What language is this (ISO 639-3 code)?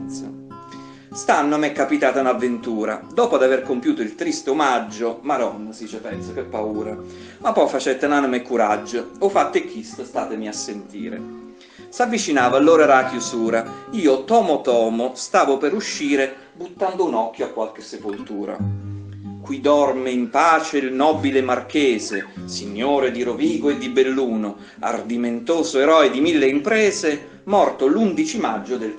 nap